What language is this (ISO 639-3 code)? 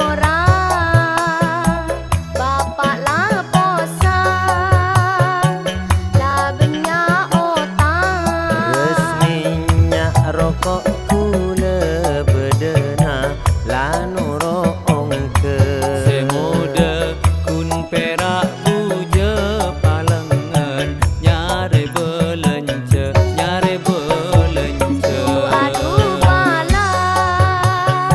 mad